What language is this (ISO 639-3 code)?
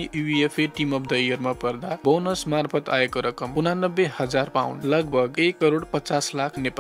nep